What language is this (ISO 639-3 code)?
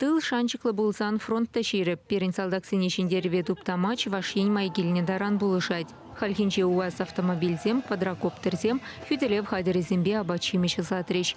chv